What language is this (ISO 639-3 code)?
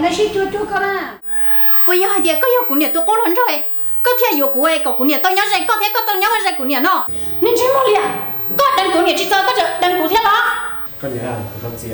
hmn